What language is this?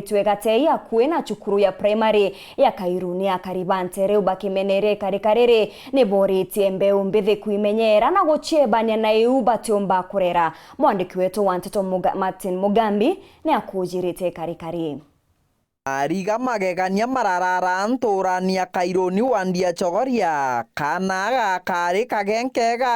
Meru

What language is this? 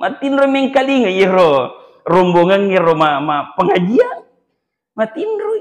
Buginese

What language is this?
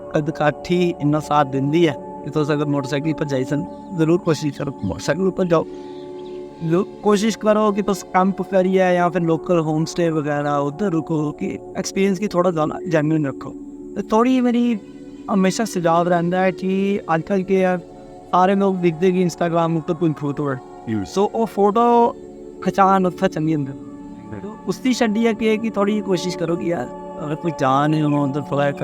Dogri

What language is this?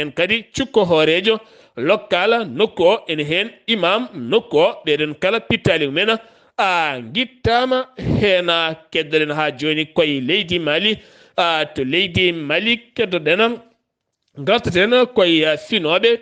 Fula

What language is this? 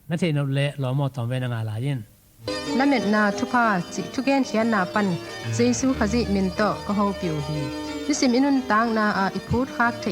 Tedim Chin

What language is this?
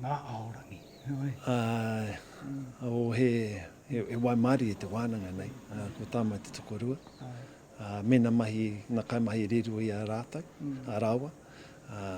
Māori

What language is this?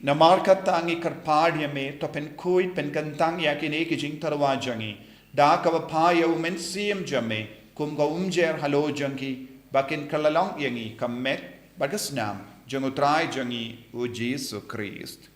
Khasi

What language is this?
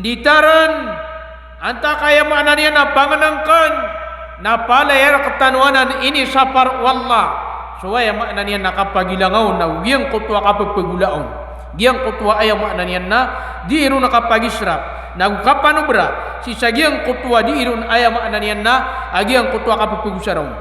Maranao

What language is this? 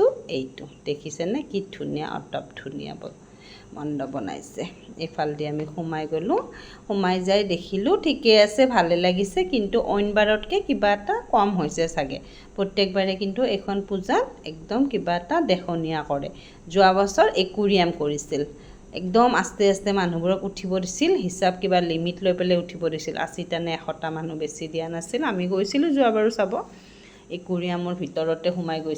Assamese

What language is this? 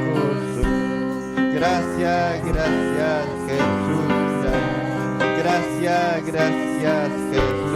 Ayacucho Quechua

